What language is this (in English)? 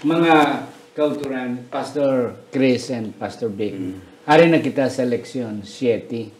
Hiligaynon